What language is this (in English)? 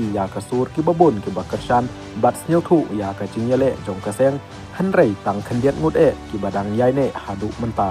Khasi